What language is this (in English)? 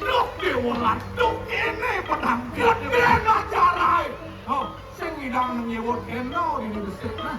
Balinese